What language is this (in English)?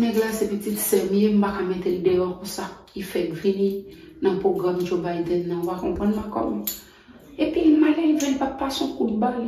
Haitian Creole